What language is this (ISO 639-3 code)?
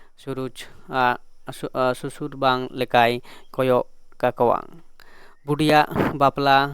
sat